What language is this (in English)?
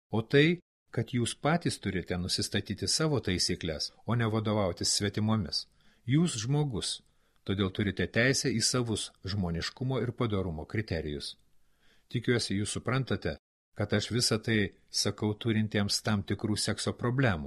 Lithuanian